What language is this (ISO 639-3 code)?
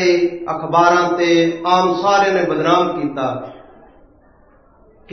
pan